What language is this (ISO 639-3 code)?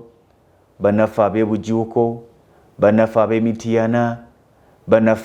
lug